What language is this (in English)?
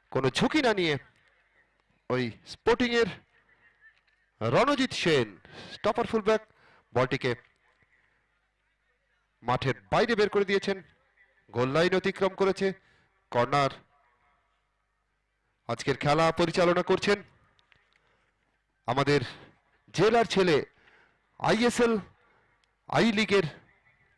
Bangla